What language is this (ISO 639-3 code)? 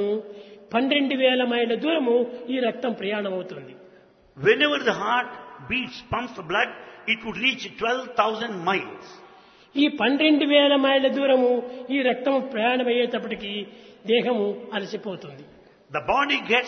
tel